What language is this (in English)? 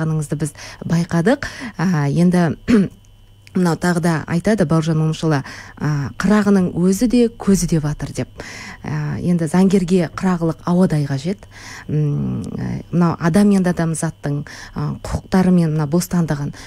Kazakh